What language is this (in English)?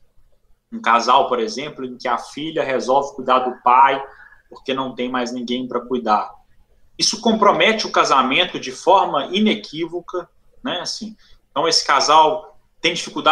Portuguese